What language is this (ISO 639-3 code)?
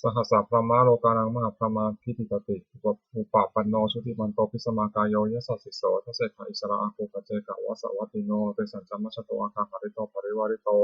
pli